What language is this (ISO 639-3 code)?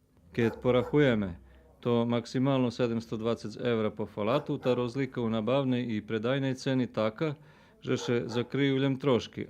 rue